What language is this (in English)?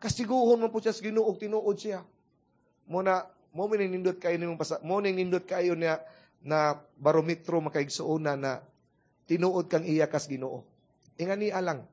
Cebuano